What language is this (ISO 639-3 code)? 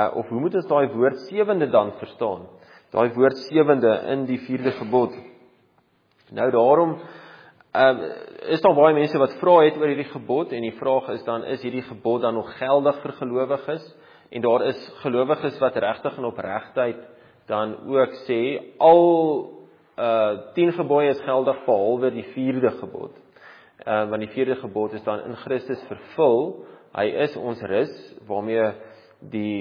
afr